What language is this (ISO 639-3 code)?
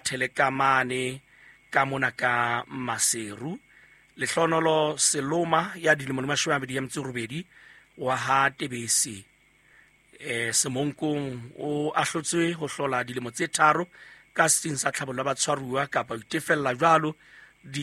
sot